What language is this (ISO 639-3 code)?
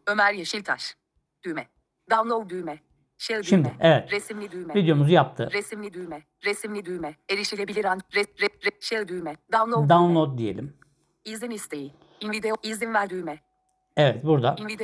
tur